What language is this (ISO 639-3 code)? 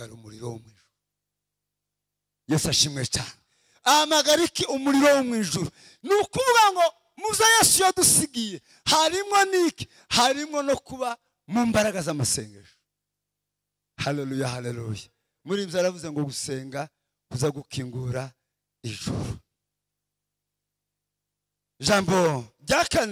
kin